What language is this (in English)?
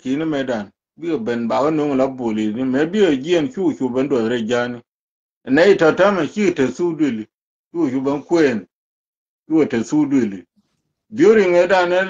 Nuer